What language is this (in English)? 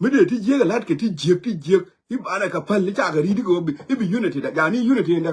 Nuer